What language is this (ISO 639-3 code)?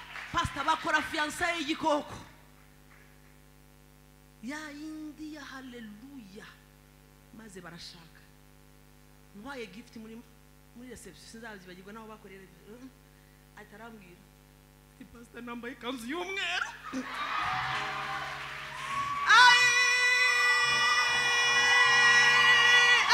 kin